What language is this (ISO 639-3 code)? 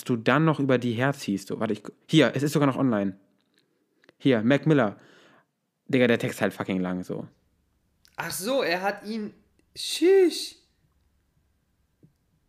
deu